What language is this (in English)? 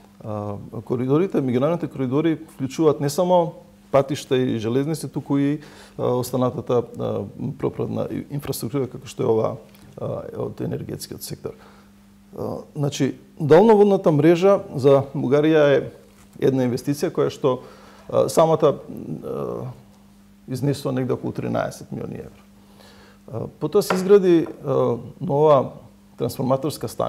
Macedonian